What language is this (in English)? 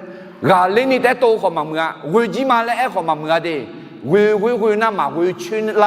Akha